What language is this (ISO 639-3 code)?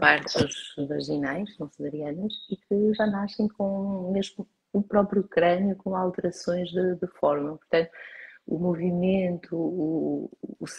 por